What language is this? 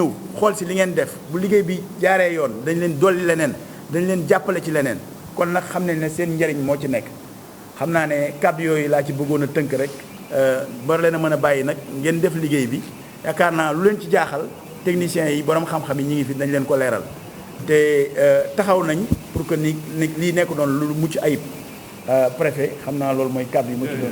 Wolof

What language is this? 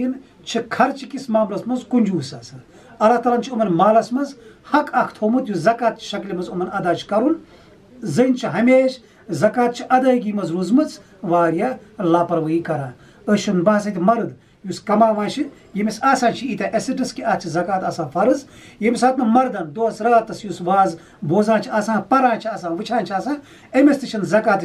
Kashmiri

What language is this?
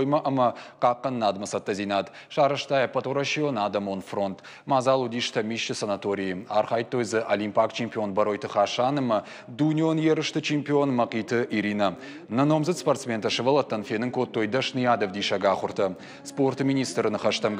Ossetic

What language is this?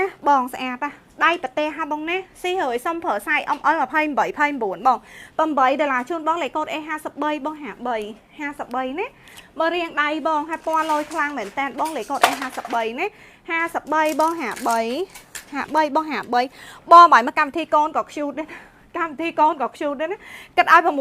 Khmer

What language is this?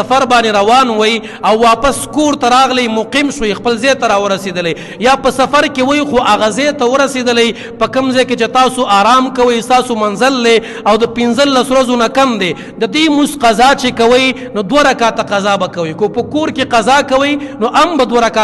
Pashto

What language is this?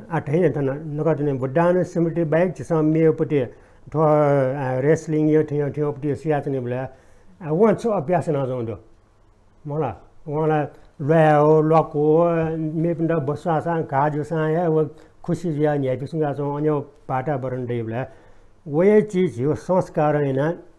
Newari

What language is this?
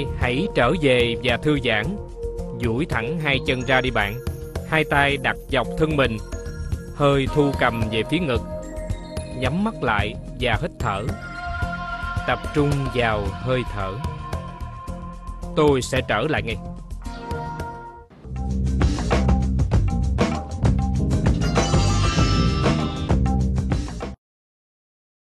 Vietnamese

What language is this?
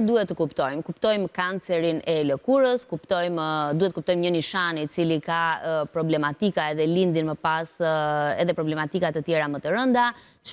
Albanian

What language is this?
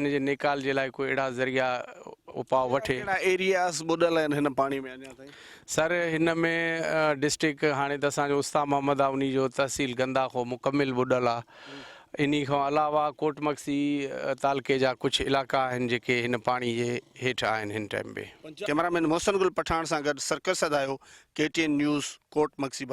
Sindhi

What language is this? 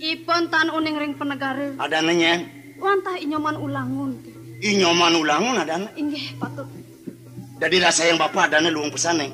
Balinese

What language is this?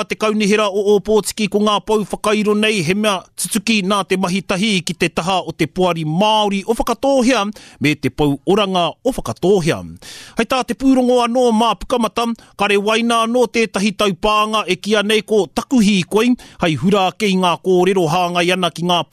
Māori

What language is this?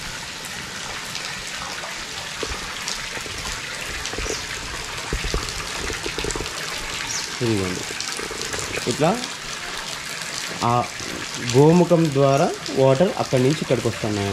Telugu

